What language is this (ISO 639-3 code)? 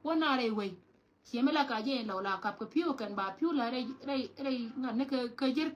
nus